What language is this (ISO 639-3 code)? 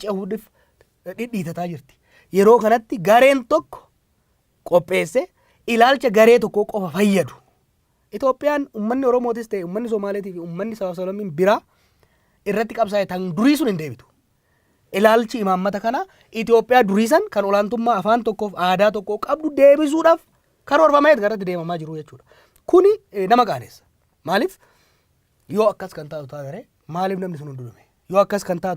orm